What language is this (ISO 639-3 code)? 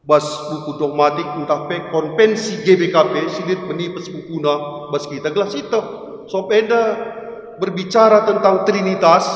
btx